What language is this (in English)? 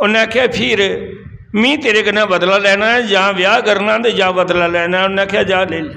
Dogri